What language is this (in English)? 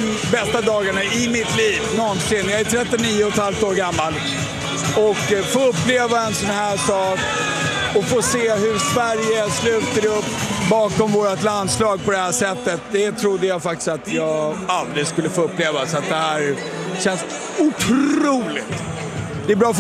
Swedish